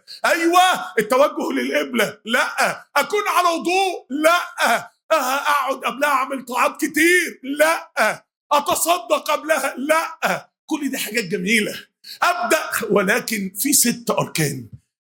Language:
Egyptian Arabic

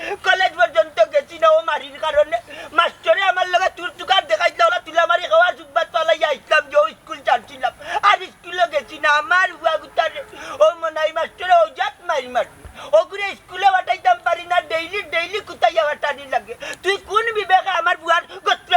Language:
Sylheti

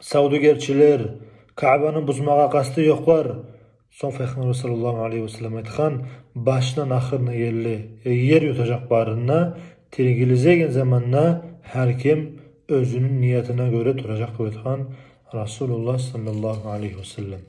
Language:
Kumyk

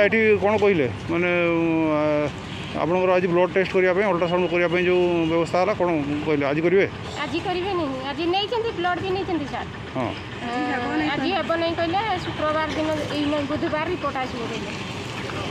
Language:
Odia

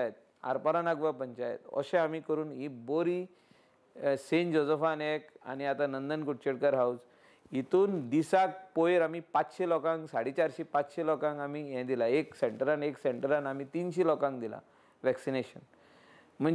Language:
Konkani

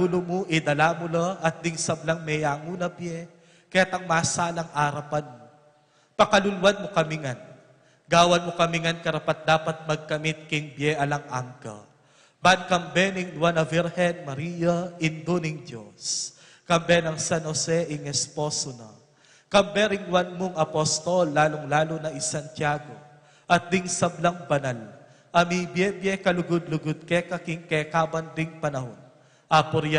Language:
Pampanga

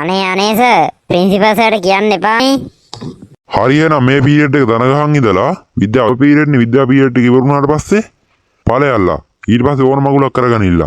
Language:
Sinhala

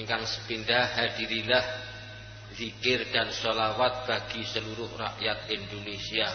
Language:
Javanese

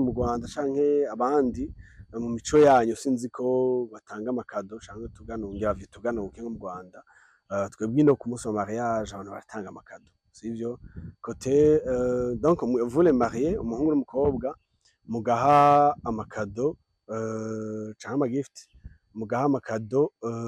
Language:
Rundi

